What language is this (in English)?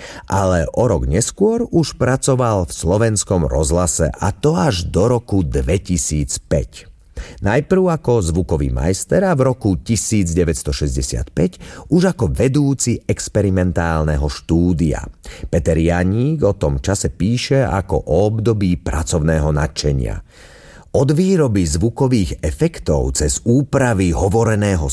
Slovak